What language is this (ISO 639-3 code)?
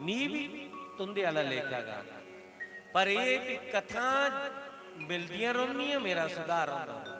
doi